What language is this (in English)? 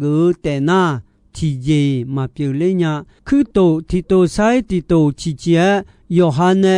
Akha